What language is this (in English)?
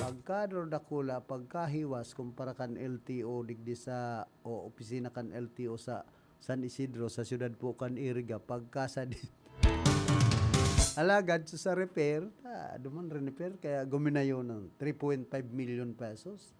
Bikol